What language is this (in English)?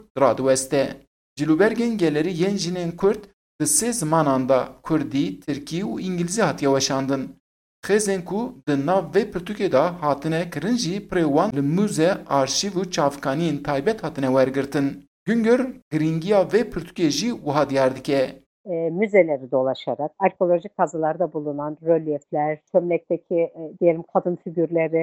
Kurdish